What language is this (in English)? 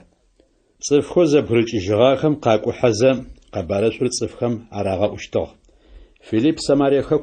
Adyghe